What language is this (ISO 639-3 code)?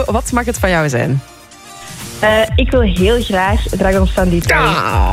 nld